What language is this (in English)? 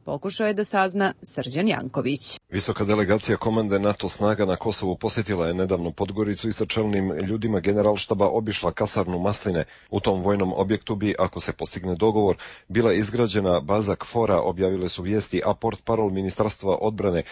Serbian